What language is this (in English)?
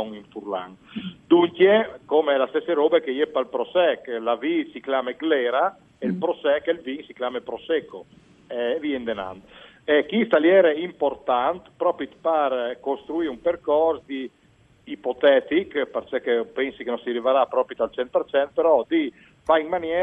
Friulian